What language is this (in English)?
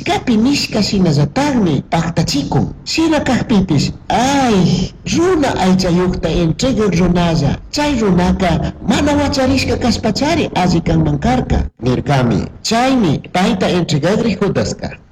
Chimborazo Highland Quichua